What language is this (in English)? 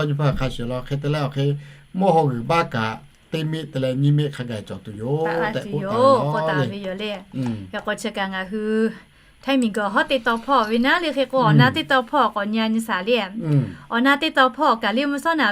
Lahu